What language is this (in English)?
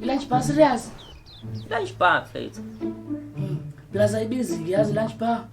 Zulu